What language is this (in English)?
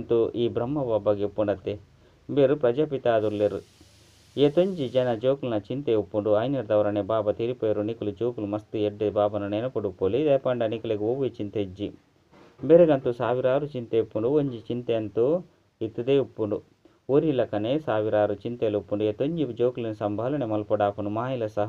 Tulu